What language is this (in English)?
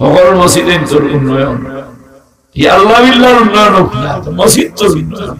Sylheti